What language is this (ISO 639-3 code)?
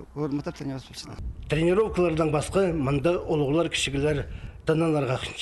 kjh